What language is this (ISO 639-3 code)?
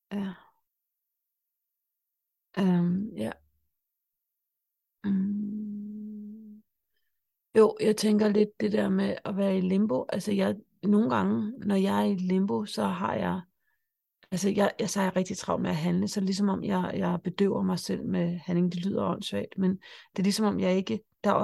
dan